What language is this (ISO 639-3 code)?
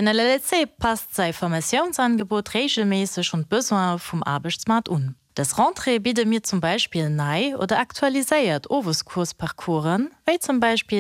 ltz